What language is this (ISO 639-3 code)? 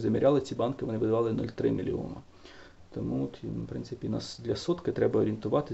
ukr